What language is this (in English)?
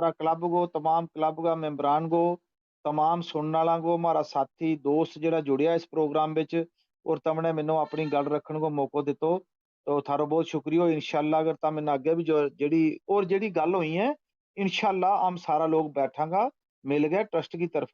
Gujari